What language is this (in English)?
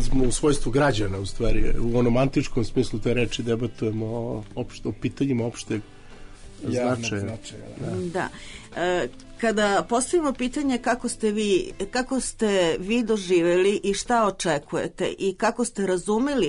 Serbian